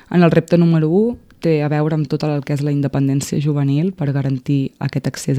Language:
Catalan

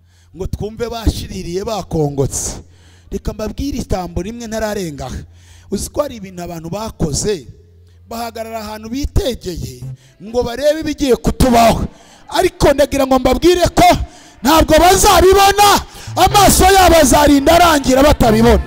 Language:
Kinyarwanda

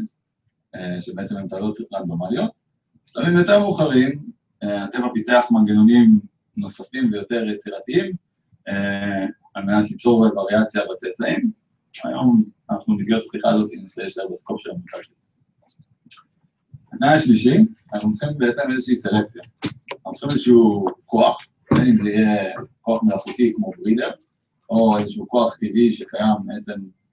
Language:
Hebrew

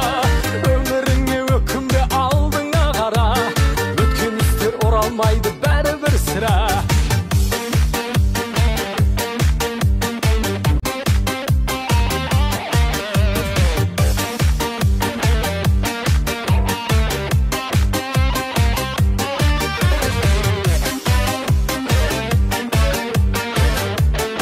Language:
Kazakh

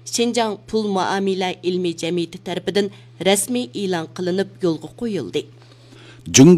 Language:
Uyghur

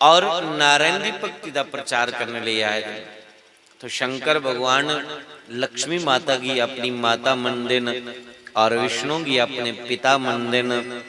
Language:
Dogri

